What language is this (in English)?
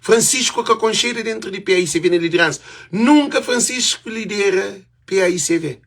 Kabuverdianu